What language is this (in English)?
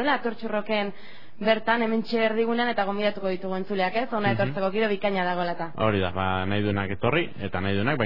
Basque